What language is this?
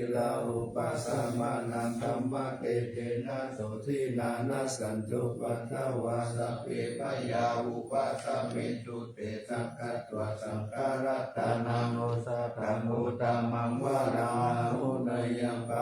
Pali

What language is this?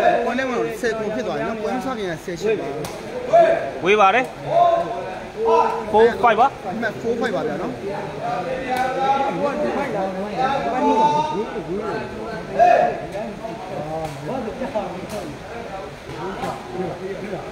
Burmese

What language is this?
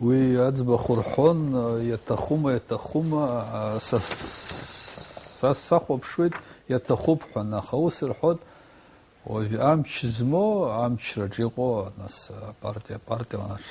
Abkhazian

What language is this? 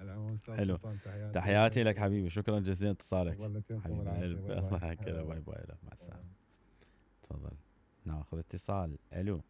Mesopotamian Arabic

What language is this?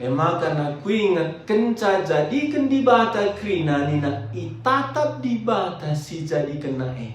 Batak Karo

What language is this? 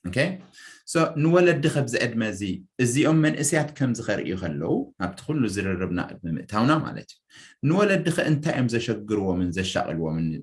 Tigrinya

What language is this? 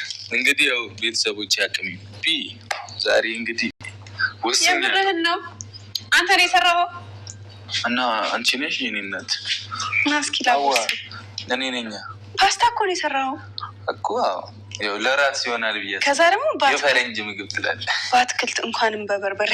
Amharic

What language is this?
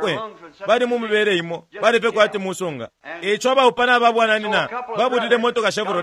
Bemba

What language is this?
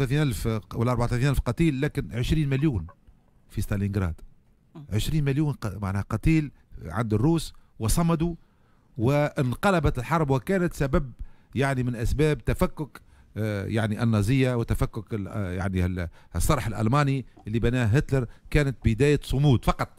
Tunisian Arabic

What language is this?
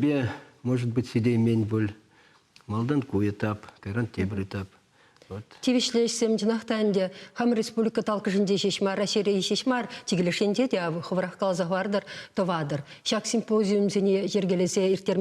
Chuvash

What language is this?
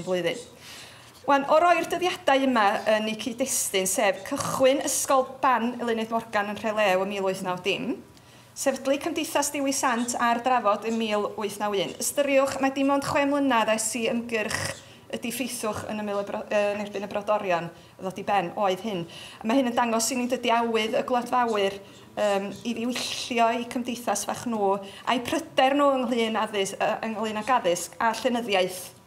Welsh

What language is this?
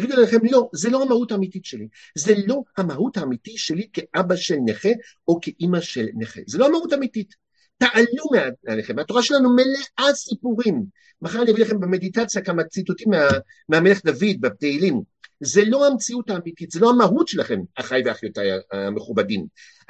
Hebrew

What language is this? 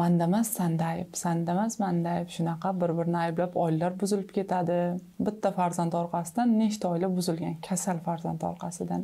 Uzbek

